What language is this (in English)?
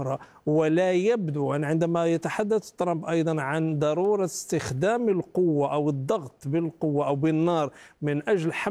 Arabic